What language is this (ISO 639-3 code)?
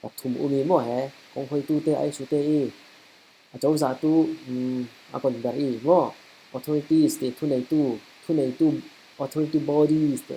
cfm